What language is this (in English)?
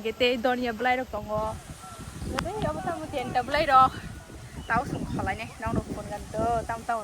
Kok Borok